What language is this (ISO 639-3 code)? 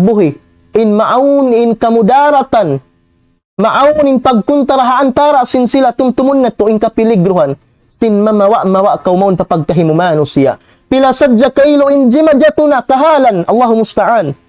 tsg